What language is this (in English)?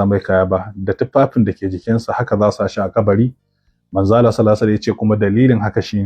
Hausa